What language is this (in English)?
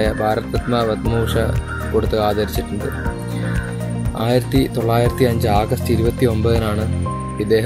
Malayalam